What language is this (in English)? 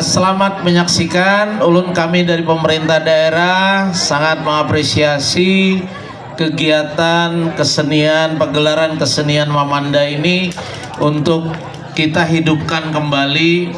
Banjar